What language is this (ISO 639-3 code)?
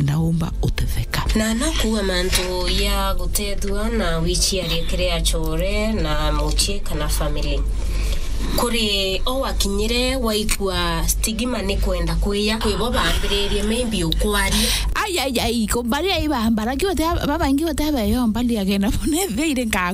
mer